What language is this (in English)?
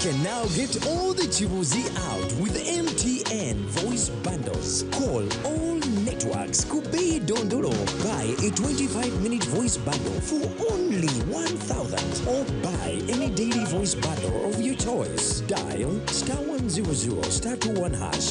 Nyankole